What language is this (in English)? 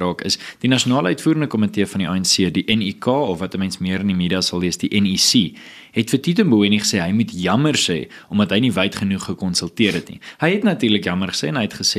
Afrikaans